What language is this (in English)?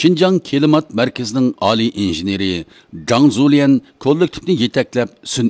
Uyghur